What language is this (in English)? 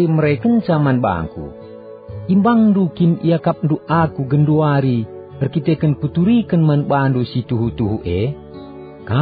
Batak Karo